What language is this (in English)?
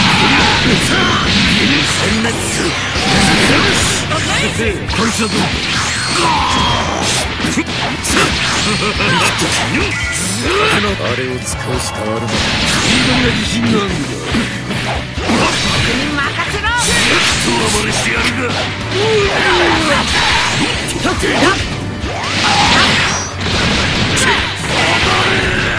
Japanese